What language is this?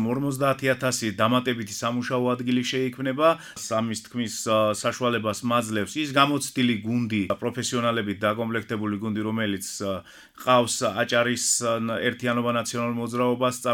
Georgian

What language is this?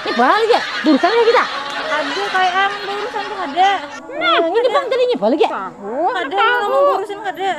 Banjar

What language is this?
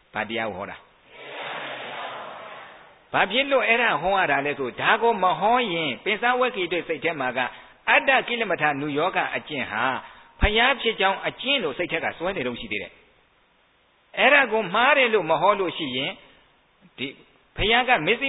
Burmese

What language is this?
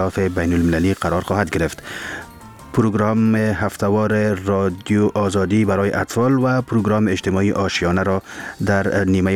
Persian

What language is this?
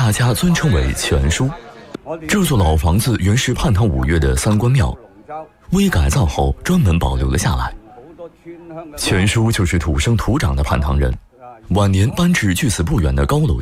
Chinese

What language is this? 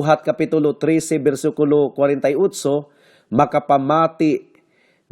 Cebuano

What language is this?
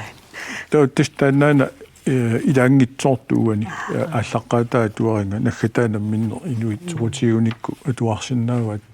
Kalaallisut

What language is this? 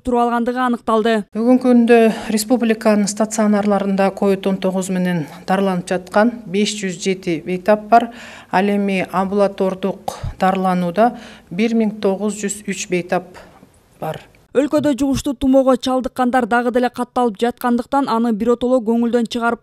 Kyrgyz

